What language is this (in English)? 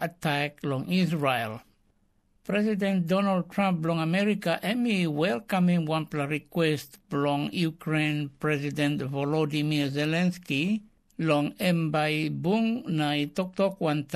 Tok Pisin